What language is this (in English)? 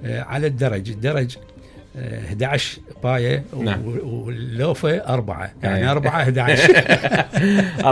Mesopotamian Arabic